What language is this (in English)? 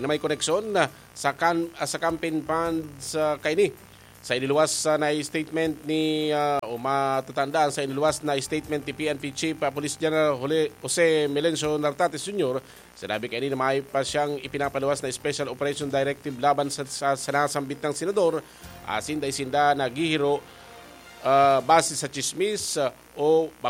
Bikol